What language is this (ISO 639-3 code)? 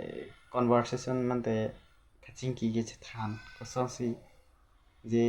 mjw